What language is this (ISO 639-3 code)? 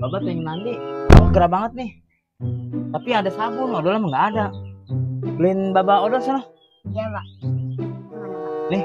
bew